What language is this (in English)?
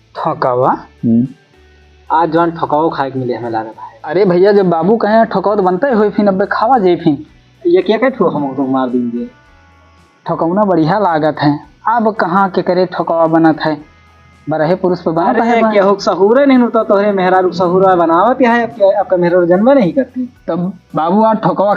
Awadhi